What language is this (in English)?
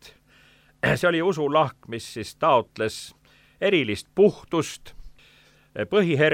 Estonian